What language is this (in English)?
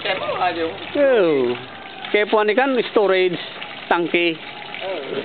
Bikol